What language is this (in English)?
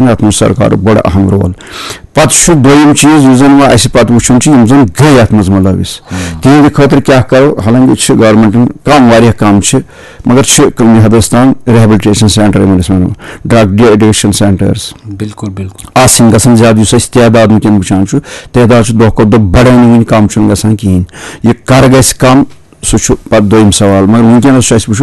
Kashmiri